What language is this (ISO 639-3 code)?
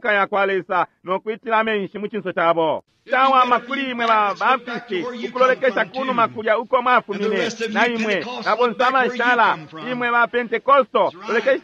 bem